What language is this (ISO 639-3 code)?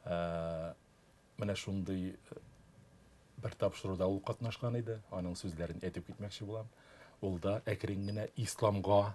tat